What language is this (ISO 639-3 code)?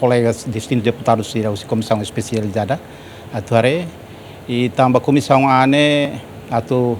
tet